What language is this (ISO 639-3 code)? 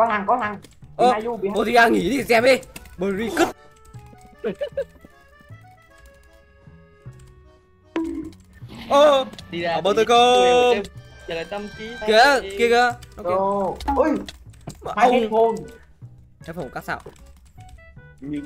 vie